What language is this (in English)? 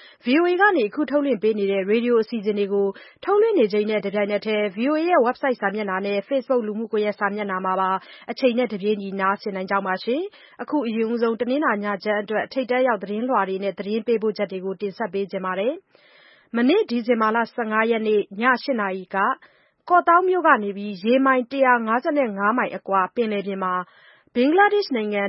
Burmese